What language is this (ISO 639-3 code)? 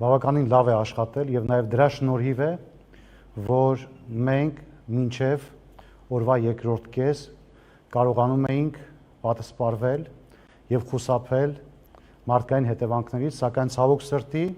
hyw